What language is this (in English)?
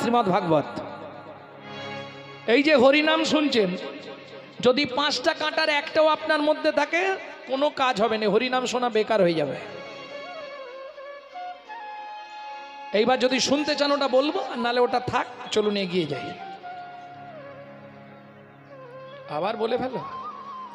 Bangla